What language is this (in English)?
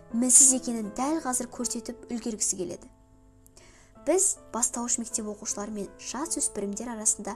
Kazakh